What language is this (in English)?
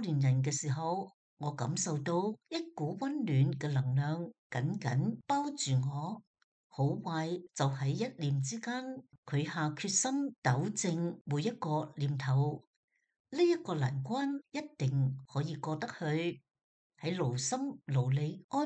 Cantonese